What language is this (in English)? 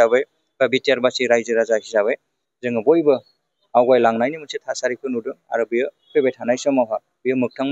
Bodo